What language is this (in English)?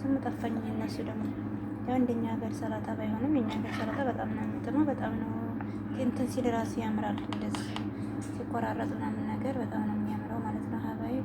Amharic